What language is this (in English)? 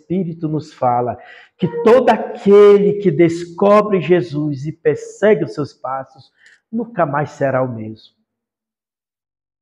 Portuguese